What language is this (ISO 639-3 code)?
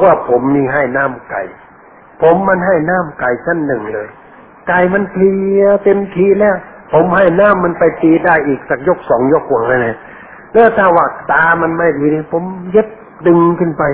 tha